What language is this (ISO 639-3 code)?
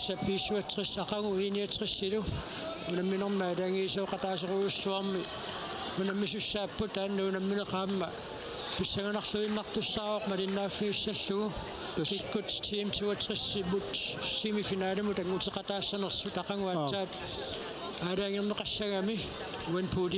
kal